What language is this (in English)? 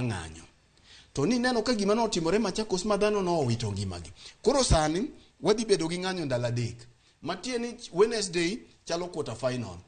Luo (Kenya and Tanzania)